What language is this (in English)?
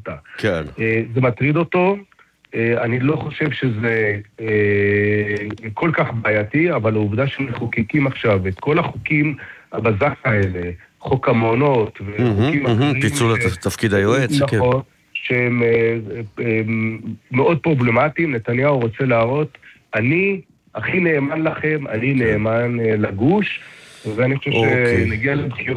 Hebrew